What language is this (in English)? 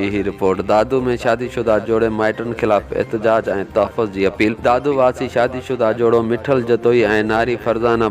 Sindhi